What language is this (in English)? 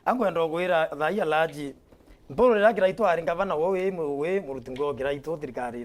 Meru